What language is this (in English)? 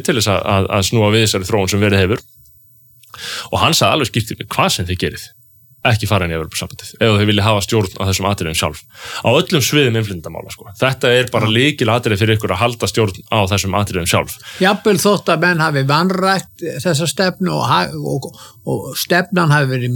Icelandic